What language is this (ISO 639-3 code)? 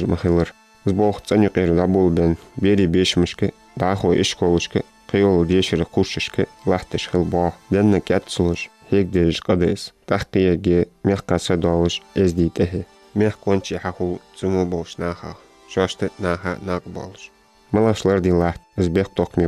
inh